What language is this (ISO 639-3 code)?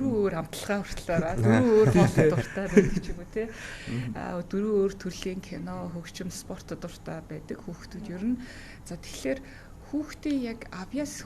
mon